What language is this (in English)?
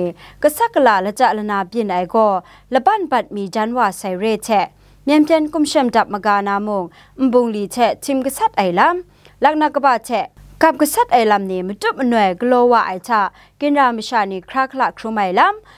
Kachin